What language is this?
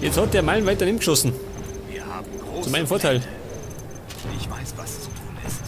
Bavarian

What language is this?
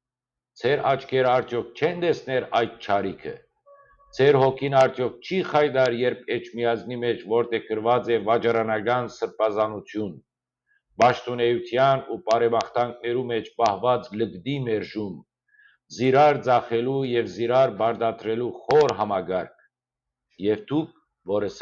Western Armenian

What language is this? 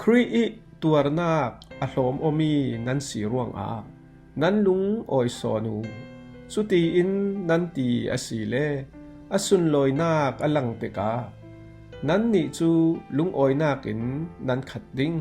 Falam Chin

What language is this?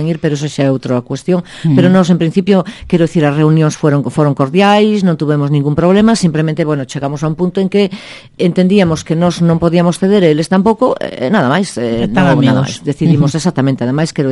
Galician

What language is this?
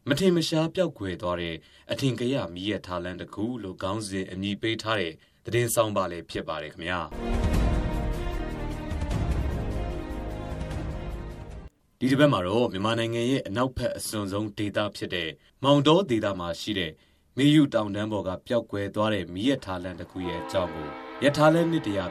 Burmese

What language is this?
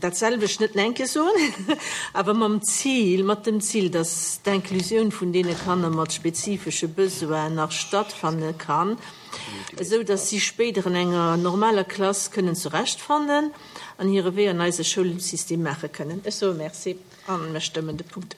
Luxembourgish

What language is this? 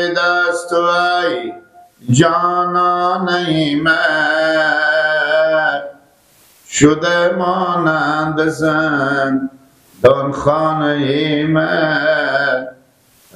Persian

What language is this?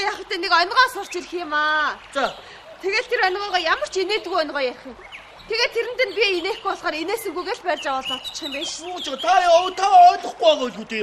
Mongolian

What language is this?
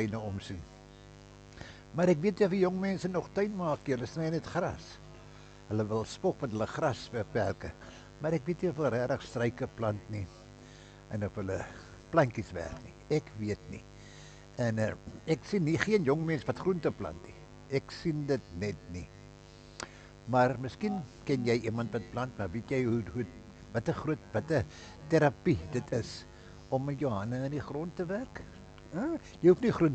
Afrikaans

